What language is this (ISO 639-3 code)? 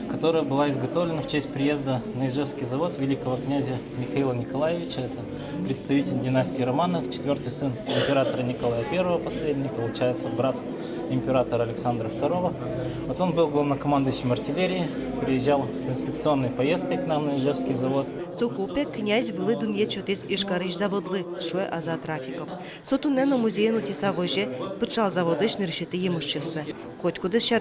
udm